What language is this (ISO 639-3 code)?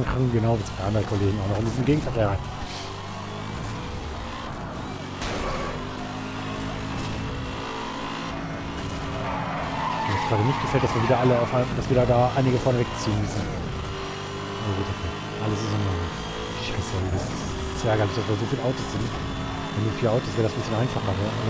deu